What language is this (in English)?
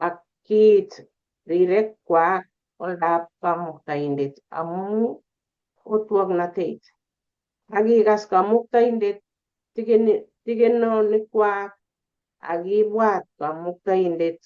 Kalenjin